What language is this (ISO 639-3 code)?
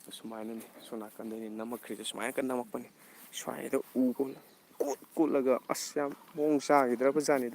mni